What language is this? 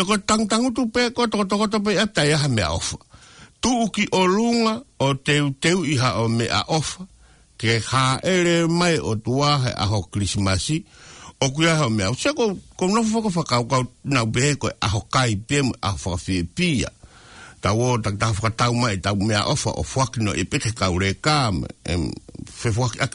Tongan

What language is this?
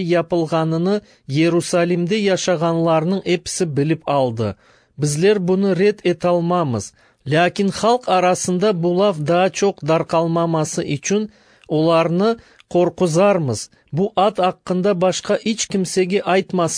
Crimean Tatar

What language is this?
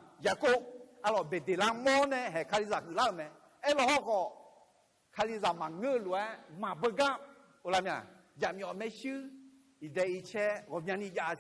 Akha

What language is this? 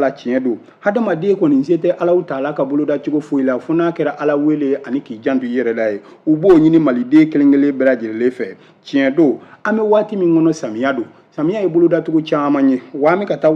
Bambara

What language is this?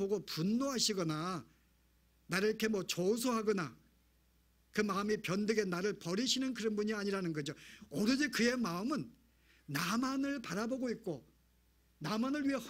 Korean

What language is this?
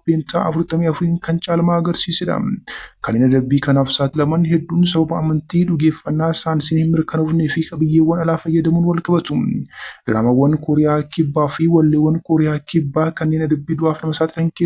Oromo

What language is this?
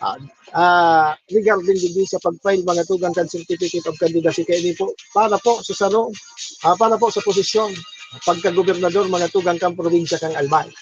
Bikol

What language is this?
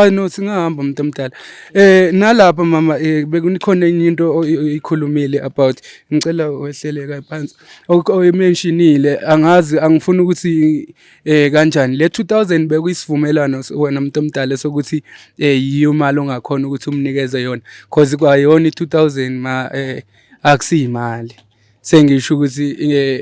Zulu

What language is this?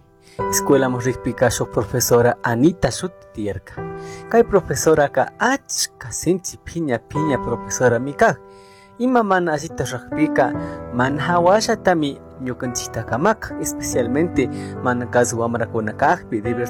Spanish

